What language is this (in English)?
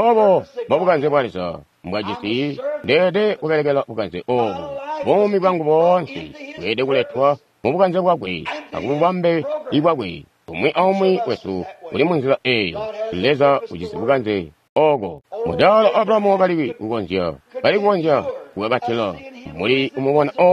Tonga (Zambia)